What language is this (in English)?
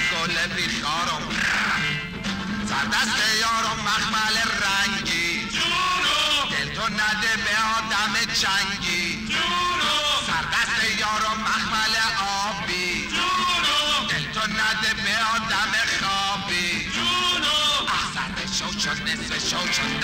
Persian